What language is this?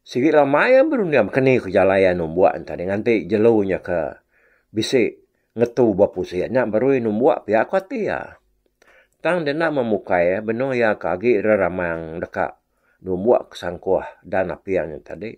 Iban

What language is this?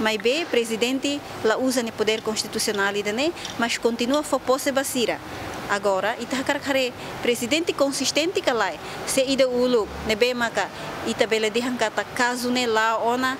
Tetum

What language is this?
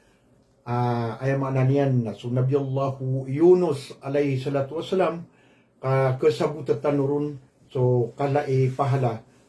Maranao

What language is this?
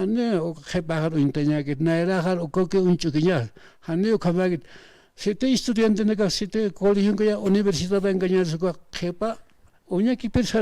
Aymara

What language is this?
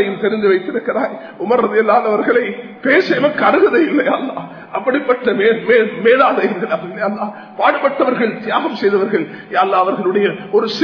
Tamil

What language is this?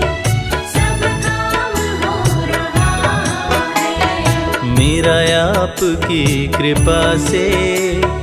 Hindi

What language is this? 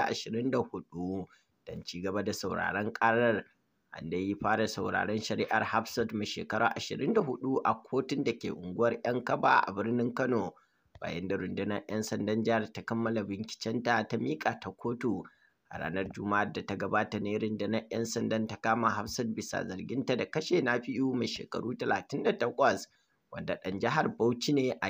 Hausa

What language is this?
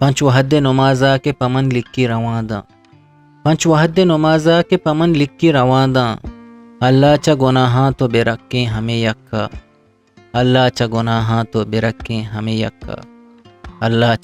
Eastern Balochi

